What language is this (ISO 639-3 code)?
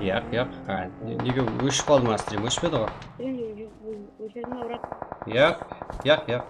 kaa